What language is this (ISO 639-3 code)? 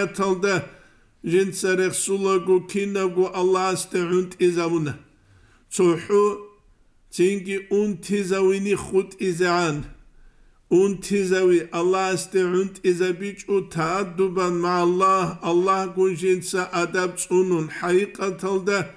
ava